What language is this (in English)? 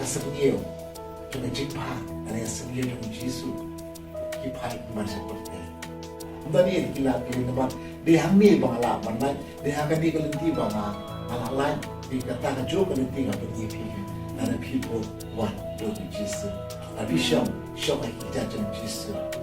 Khasi